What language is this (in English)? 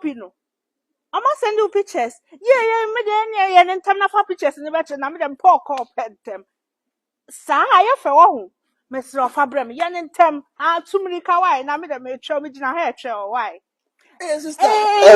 Akan